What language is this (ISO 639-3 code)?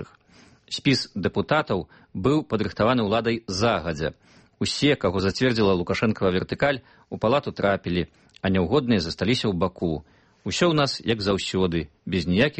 bel